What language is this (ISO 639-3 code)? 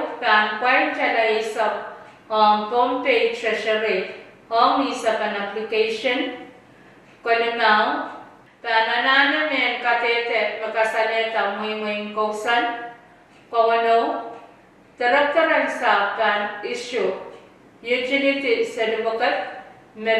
pon